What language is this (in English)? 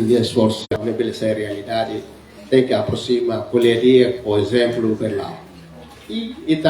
Tetum